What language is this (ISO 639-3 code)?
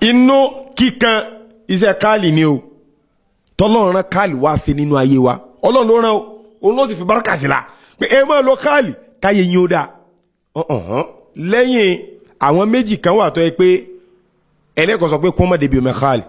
yor